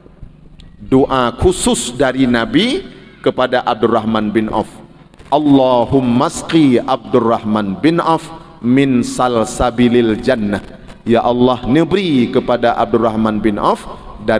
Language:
Achinese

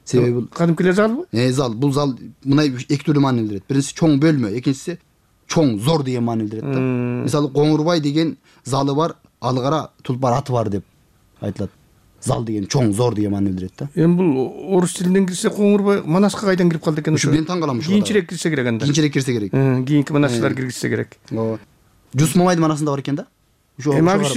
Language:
Kyrgyz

